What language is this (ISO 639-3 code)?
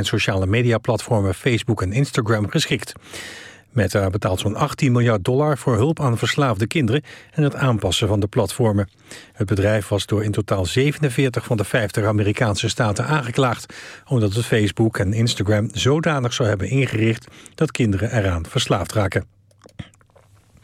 nld